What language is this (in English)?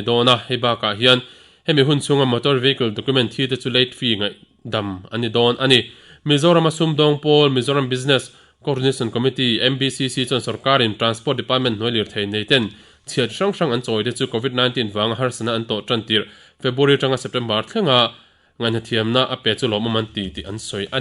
Mizo